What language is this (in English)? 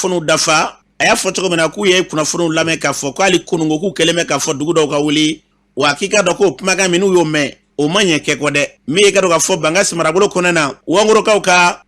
Bambara